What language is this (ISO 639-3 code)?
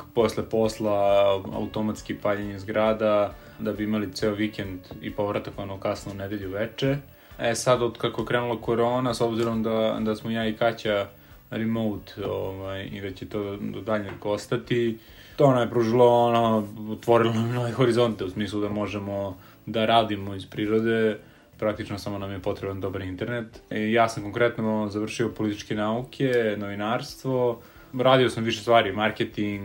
srp